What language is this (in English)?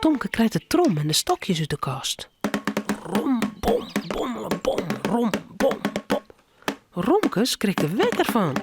Western Frisian